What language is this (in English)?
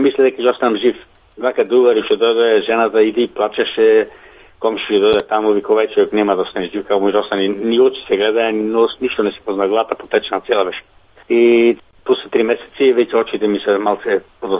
Macedonian